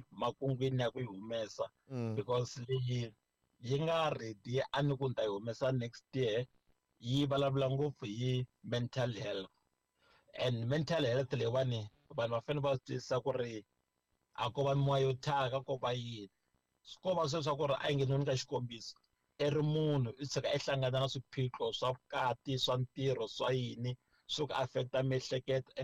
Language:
Tsonga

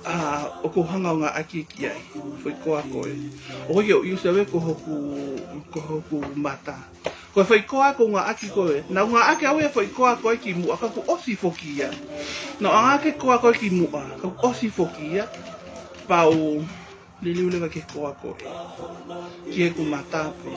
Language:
Tongan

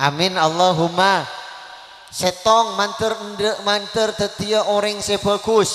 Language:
Madurese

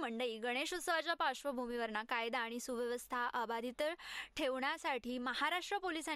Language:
Marathi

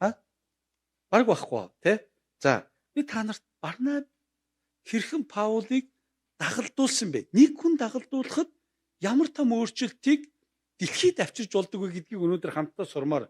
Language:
Mongolian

